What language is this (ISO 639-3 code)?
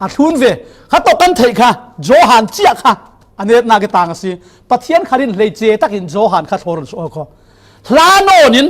cfm